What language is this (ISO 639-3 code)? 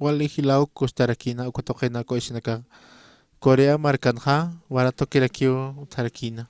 aym